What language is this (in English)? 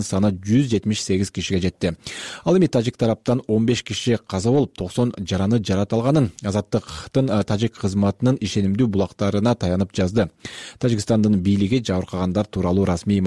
Kyrgyz